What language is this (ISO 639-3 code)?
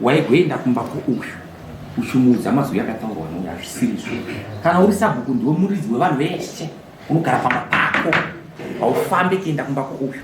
sna